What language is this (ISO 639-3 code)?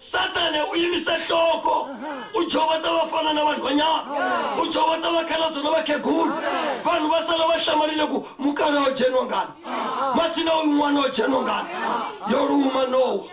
ven